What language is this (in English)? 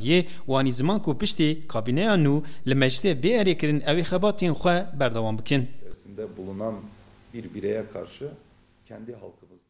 Kurdish